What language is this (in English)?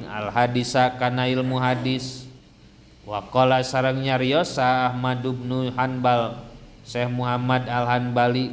Sundanese